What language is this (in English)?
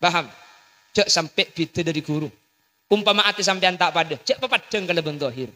Madurese